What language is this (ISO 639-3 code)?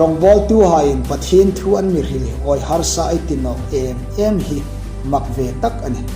hmr